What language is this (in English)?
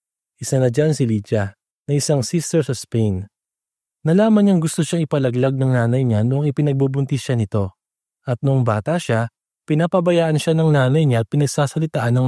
Filipino